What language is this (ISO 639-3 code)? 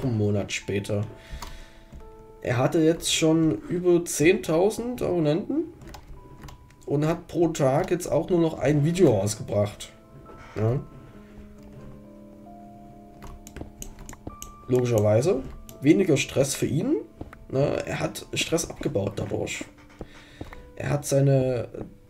deu